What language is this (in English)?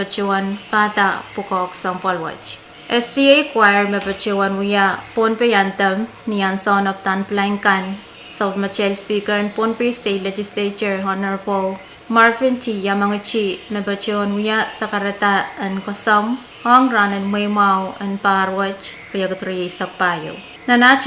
Pohnpeian